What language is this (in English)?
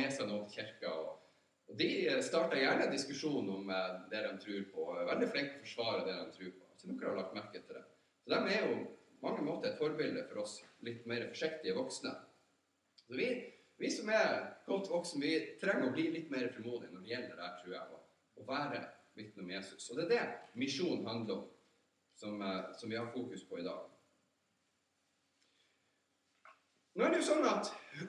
Norwegian